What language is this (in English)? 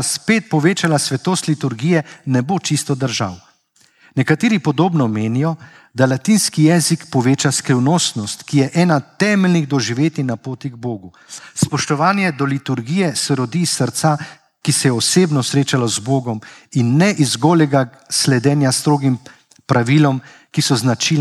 Slovenian